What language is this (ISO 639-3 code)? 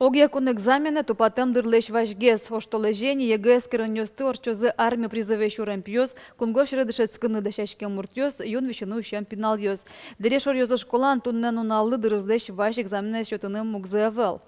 udm